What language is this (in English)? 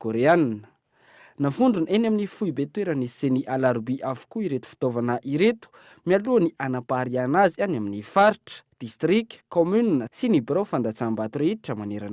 Malagasy